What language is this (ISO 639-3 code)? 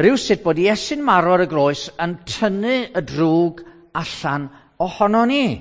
cym